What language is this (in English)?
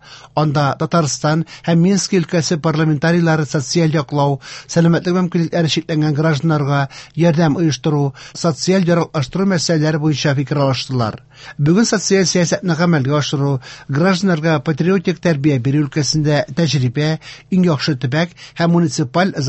Tatar